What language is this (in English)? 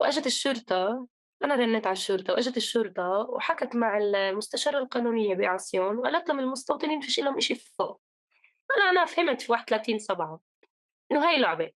North Levantine Arabic